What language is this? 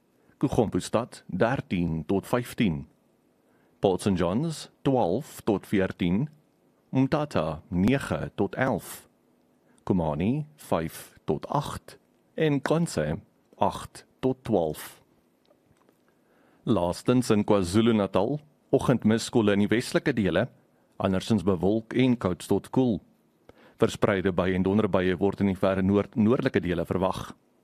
Afrikaans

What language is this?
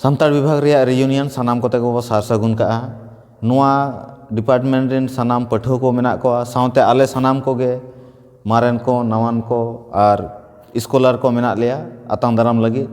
Santali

